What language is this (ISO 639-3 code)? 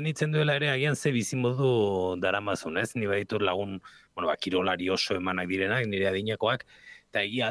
eus